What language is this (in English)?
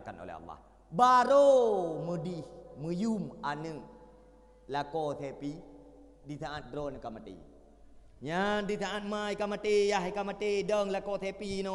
Achinese